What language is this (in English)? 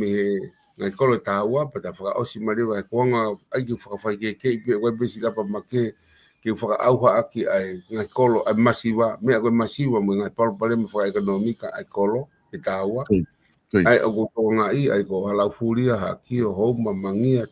Tongan